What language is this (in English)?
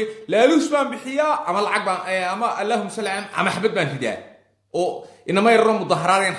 Somali